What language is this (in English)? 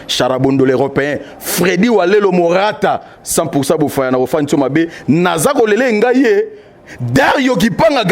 Lingala